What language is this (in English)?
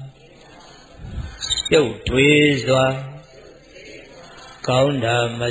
Burmese